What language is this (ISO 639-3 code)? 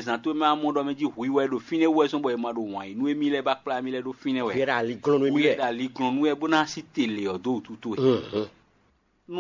fon